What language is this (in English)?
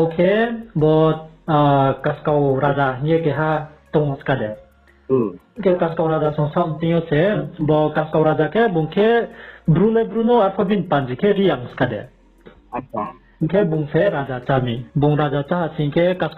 Riang (India)